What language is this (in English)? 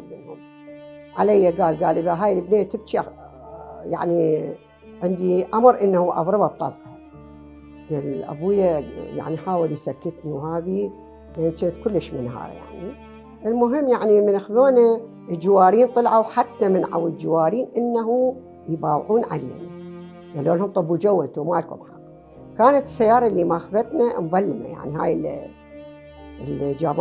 Mesopotamian Arabic